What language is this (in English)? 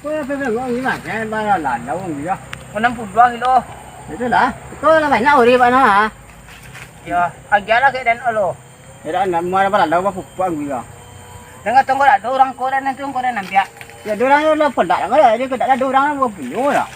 Minangkabau